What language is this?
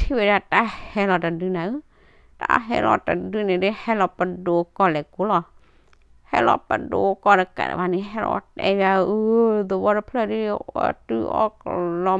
S'gaw Karen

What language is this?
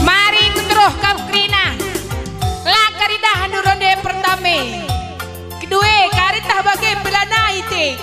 Batak Karo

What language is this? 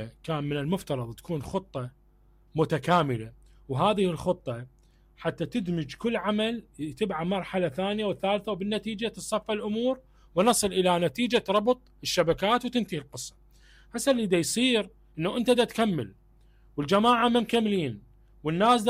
Mesopotamian Arabic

